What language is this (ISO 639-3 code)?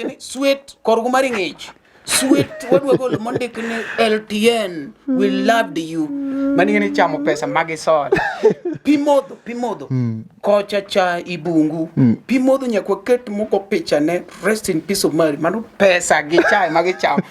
luo